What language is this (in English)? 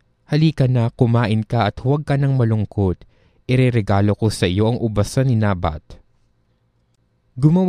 Filipino